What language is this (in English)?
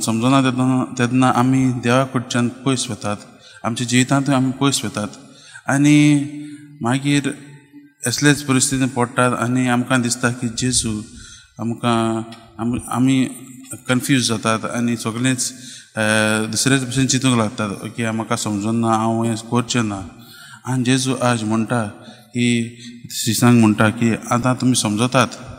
Konkani